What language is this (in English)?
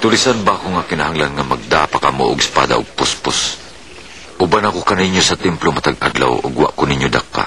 Cebuano